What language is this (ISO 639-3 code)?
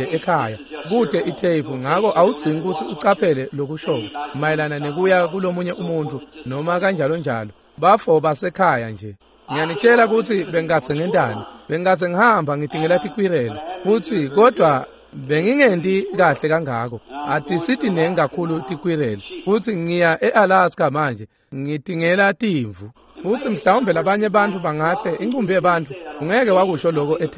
ssw